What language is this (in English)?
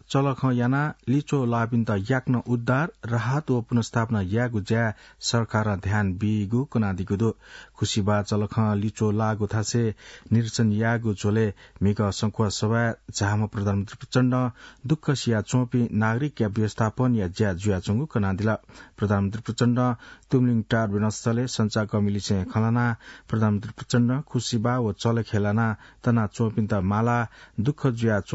Newari